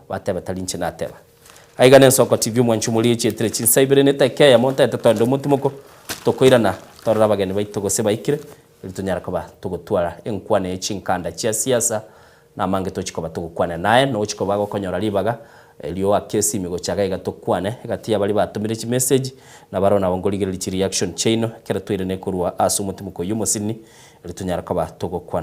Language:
Gusii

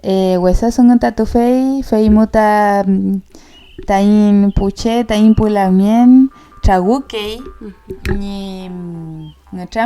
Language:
Mapuche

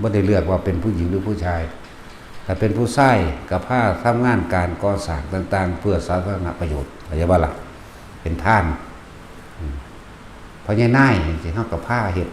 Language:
Lao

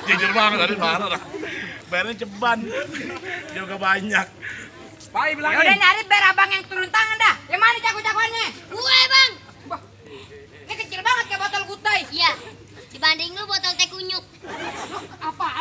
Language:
Betawi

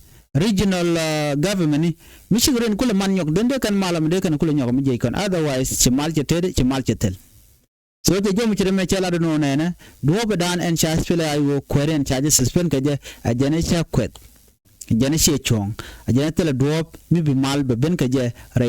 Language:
Nuer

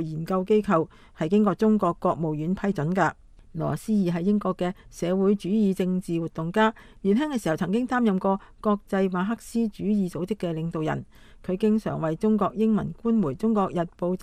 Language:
Cantonese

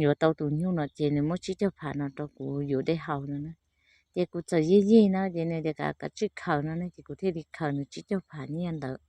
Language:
Hmong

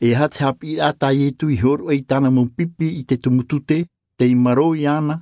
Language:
Tahitian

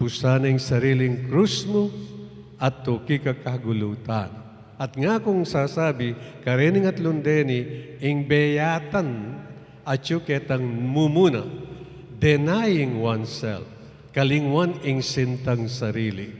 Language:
Pampanga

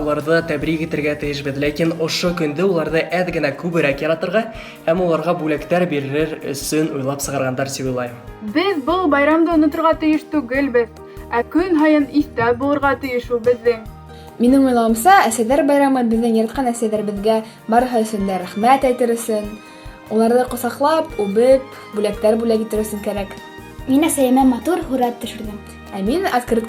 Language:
Bashkir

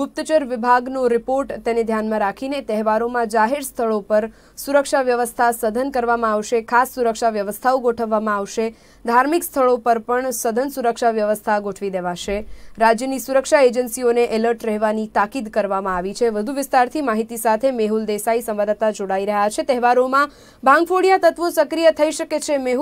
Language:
Gujarati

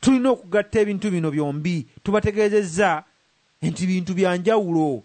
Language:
Ganda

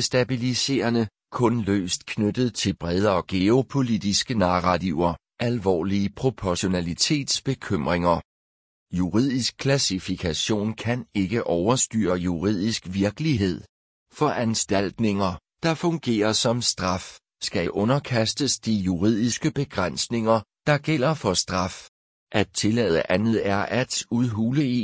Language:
Danish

